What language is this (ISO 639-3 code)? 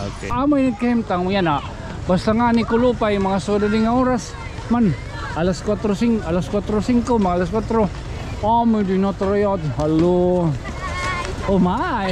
war